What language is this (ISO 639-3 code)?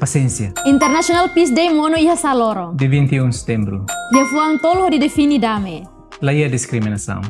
tet